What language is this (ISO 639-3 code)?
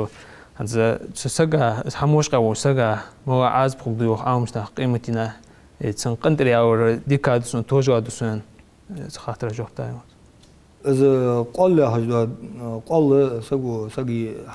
inh